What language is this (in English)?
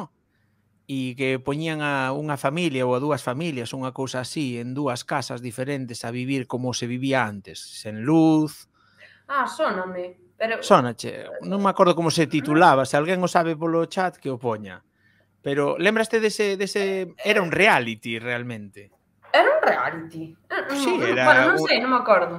Galician